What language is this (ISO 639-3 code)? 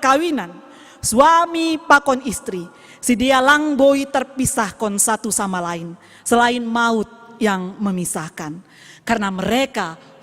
bts